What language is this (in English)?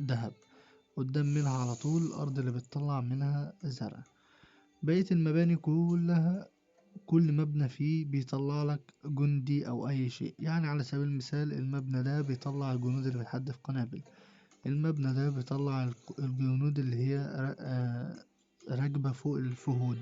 Egyptian Arabic